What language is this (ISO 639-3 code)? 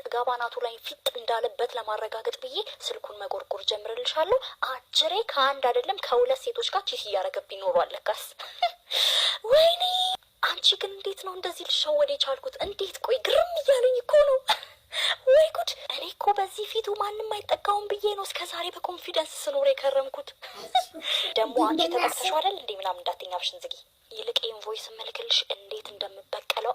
amh